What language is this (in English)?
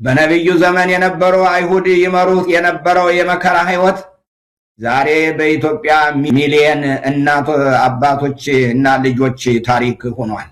Amharic